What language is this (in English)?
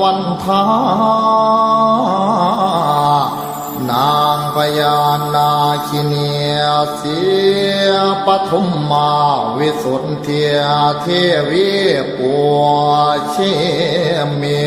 Pali